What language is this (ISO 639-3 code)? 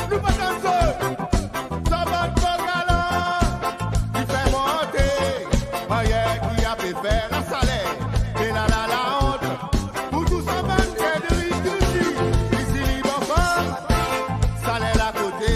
crs